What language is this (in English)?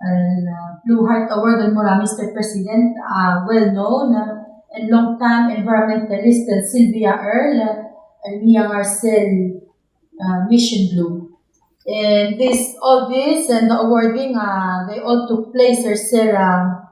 Palauan